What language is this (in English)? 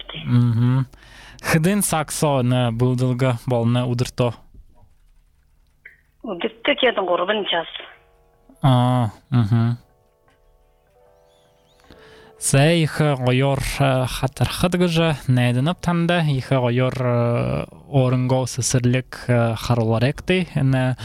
Buriat